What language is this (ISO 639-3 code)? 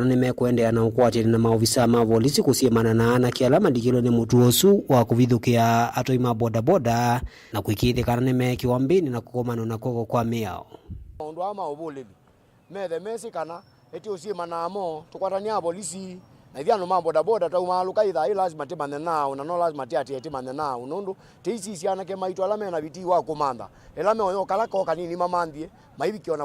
kam